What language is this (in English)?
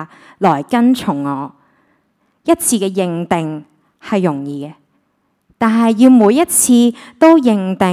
Cantonese